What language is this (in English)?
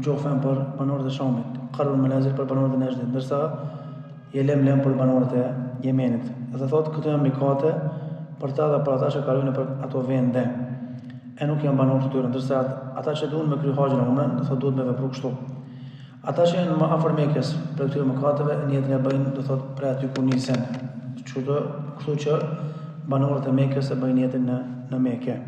Albanian